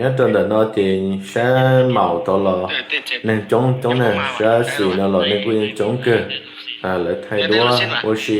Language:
Hmong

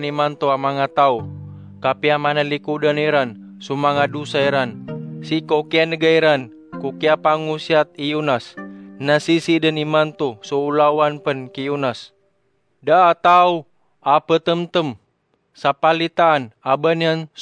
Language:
Maranao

